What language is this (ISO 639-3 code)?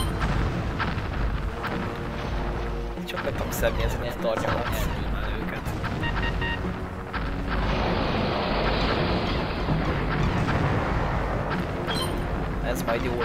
hun